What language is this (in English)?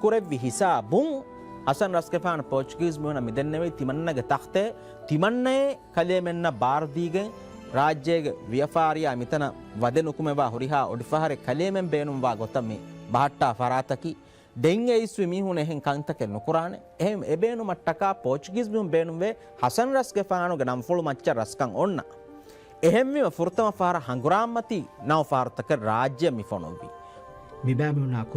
Divehi